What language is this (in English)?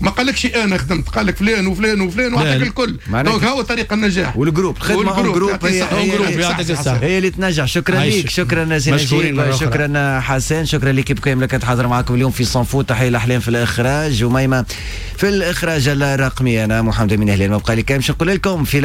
Tunisian Arabic